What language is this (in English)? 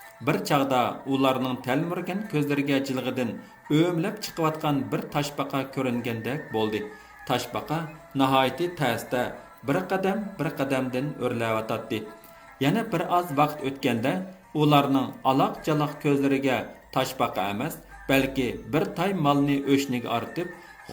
Uyghur